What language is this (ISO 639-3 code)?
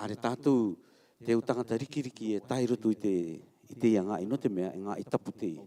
rar